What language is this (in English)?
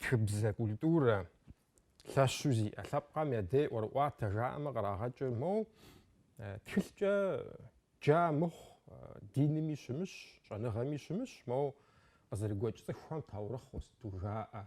Kabardian